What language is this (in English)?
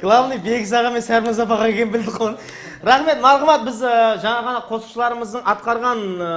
Kara-Kalpak